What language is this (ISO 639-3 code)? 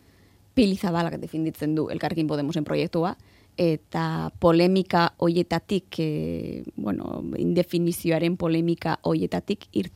eus